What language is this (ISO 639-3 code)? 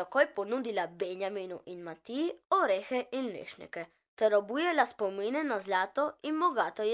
slv